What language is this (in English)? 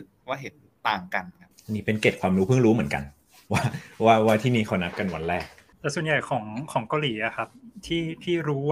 Thai